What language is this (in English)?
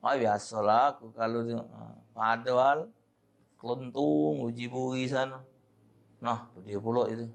Musi